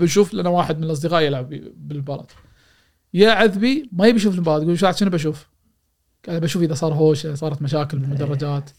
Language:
Gulf Arabic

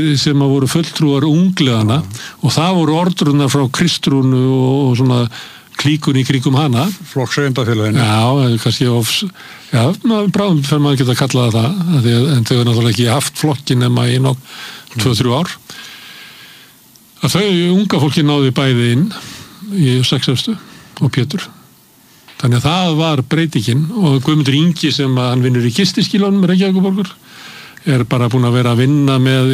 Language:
Icelandic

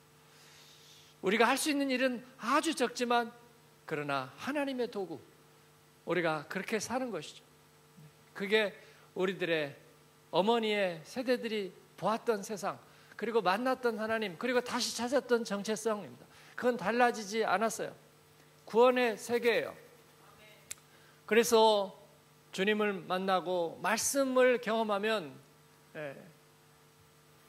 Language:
Korean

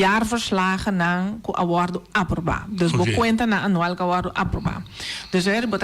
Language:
Papiamento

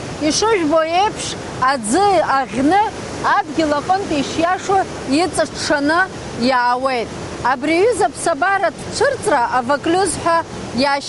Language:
Abkhazian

